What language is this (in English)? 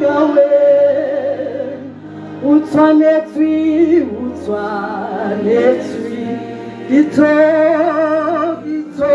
Tswana